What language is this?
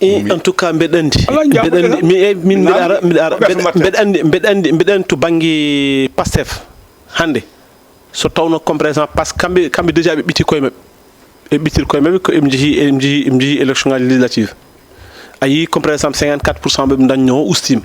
Fula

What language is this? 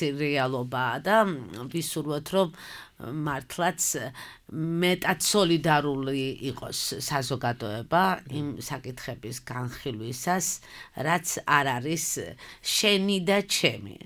Georgian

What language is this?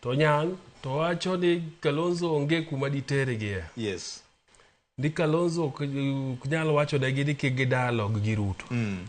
Luo (Kenya and Tanzania)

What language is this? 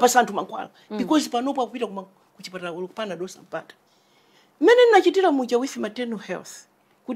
Nyanja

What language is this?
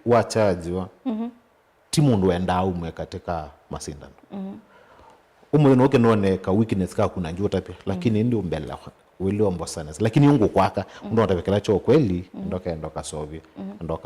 Kamba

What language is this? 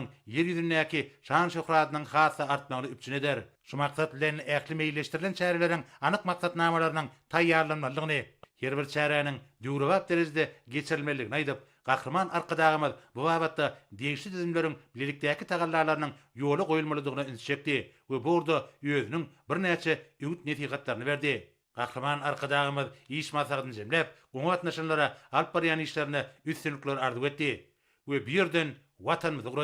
Turkmen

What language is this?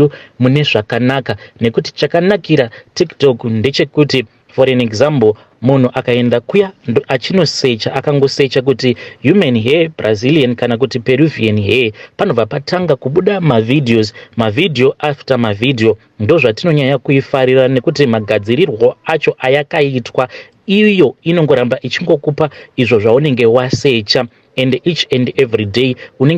Shona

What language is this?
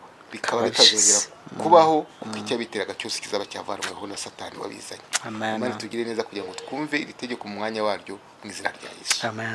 Kinyarwanda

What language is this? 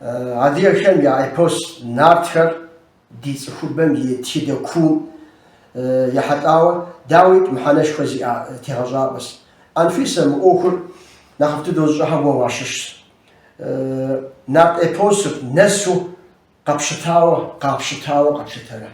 Kabardian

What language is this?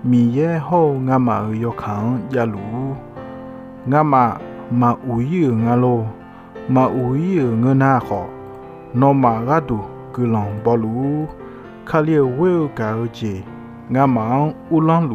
Akha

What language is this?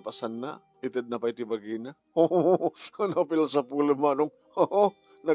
Iloko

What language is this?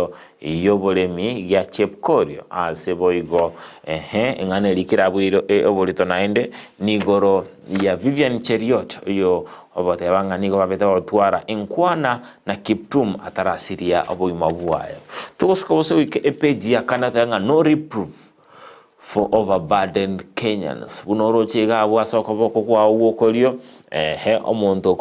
Gusii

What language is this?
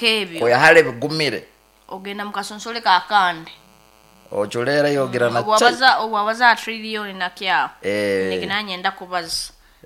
Nyankole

